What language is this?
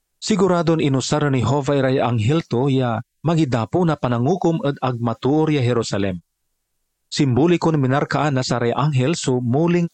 Pangasinan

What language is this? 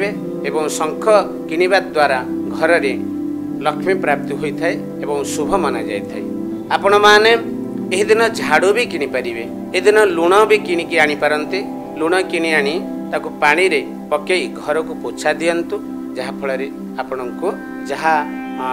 Odia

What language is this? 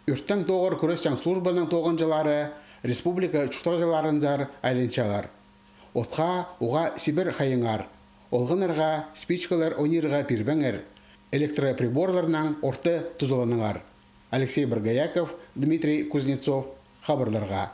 Khakas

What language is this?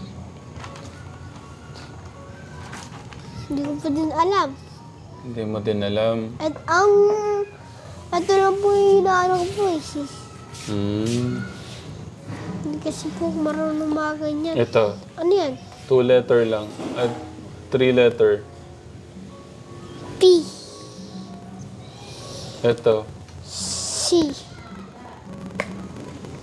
Filipino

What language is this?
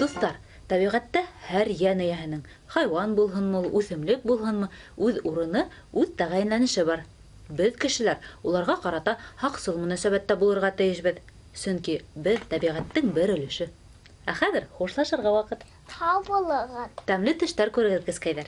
Bashkir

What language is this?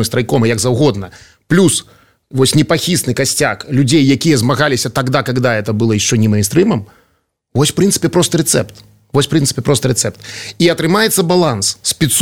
Belarusian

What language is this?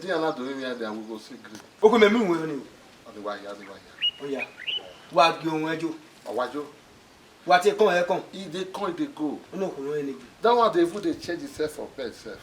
Bini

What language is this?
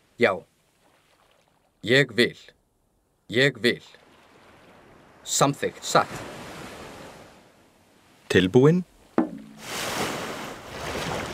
Icelandic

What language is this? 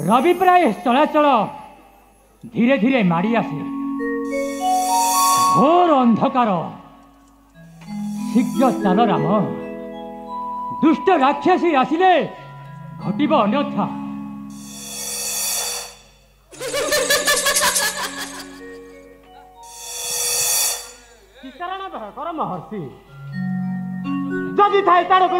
Odia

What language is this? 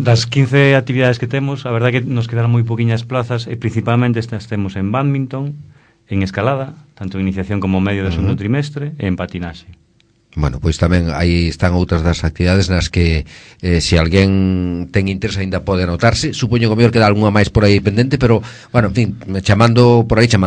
Galician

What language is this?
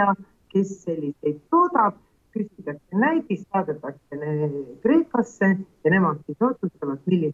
Estonian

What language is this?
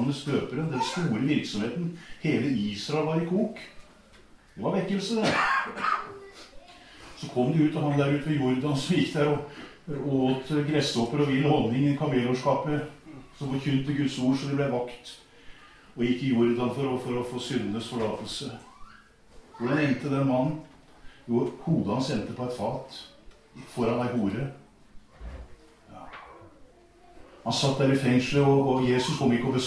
Norwegian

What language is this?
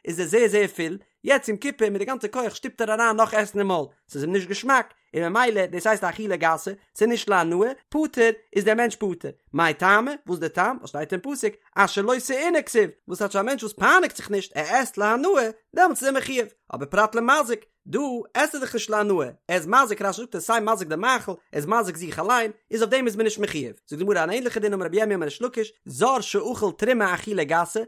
Yiddish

